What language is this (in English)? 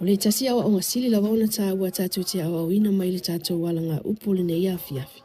Samoan